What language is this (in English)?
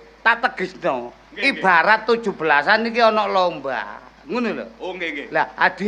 Javanese